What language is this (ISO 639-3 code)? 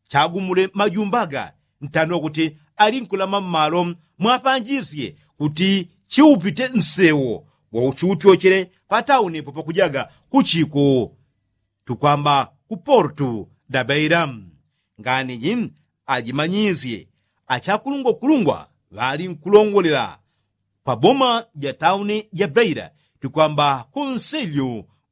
yao